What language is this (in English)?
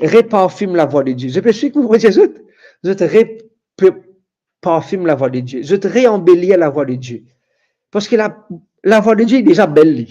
Morisyen